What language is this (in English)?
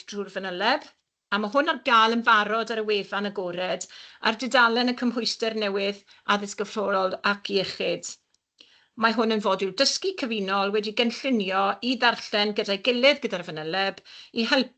Welsh